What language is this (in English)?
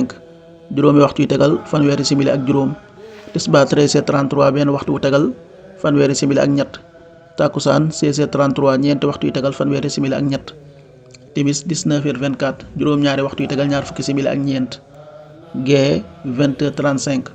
Wolof